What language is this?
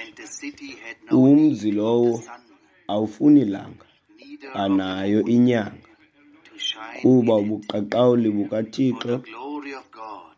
Xhosa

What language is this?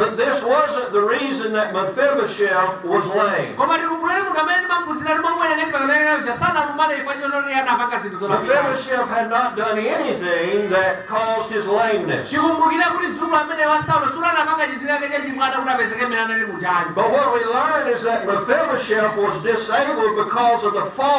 Nyanja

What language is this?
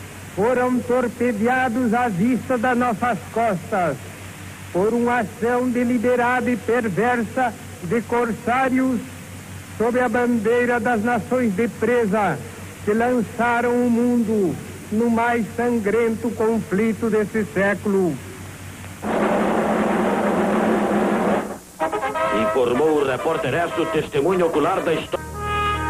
Portuguese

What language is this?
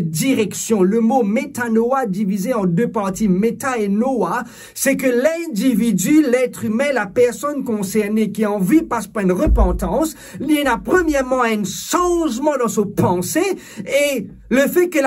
Morisyen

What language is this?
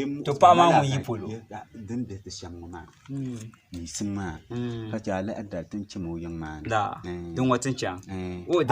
Dagbani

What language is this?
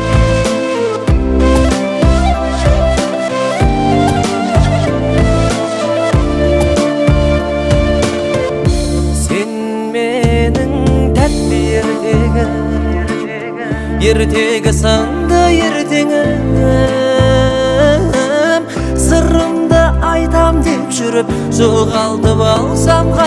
Kazakh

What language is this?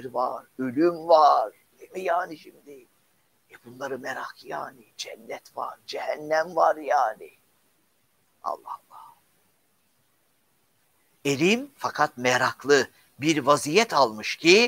Turkish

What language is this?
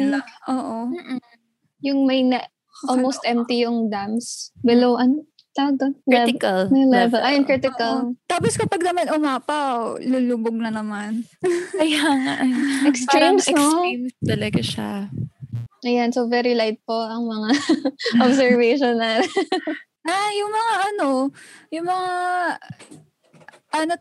Filipino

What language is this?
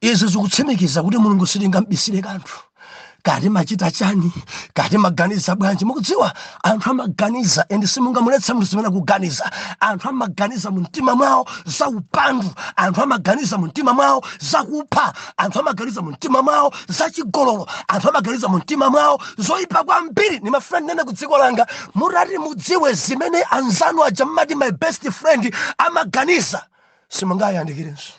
Nyanja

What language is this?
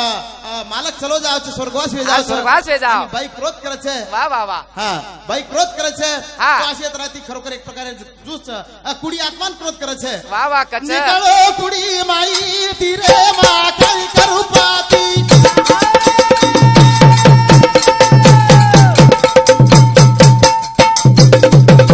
Lambadi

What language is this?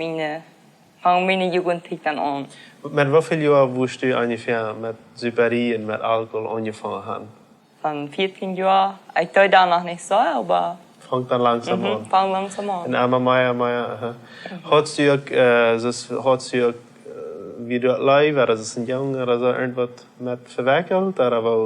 Plautdietsch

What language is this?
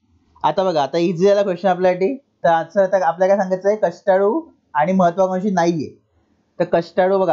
Marathi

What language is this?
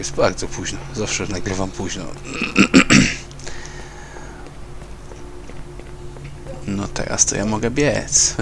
Polish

